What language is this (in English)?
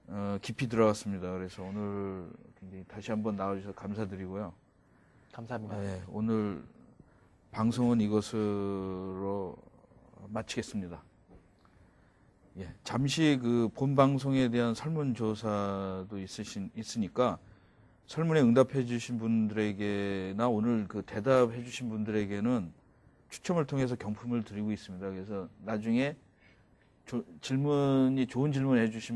Korean